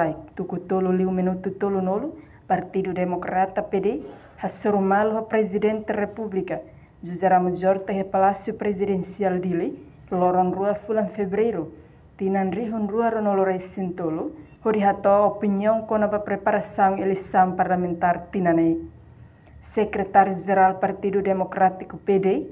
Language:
Tetum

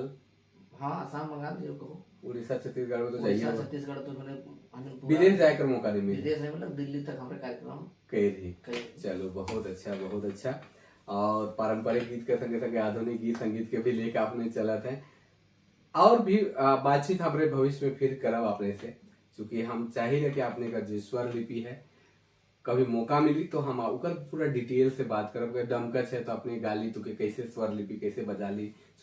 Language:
Sadri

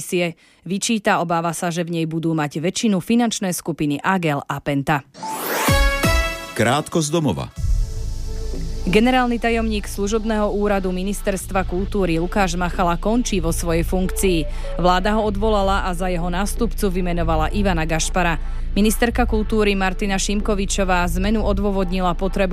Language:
Slovak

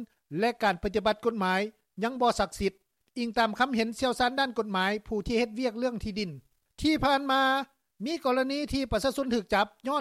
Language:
Lao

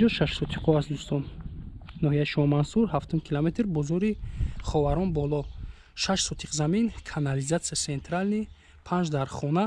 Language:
Tajik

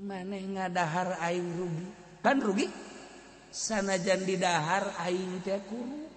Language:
Sundanese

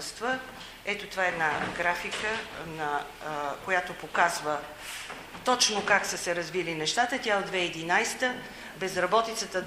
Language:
Bulgarian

